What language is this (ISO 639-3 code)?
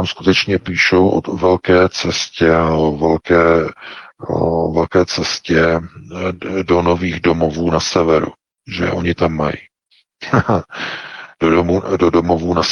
ces